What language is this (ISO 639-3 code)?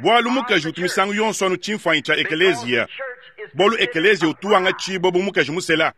lua